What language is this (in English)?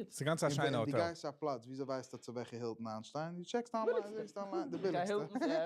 Yiddish